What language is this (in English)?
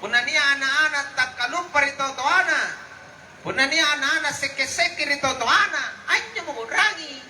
Makasar